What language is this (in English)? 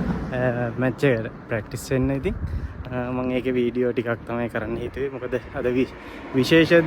Sinhala